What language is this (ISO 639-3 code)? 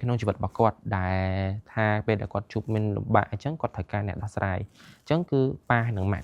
khm